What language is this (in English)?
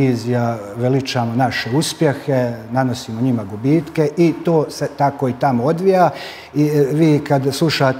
Serbian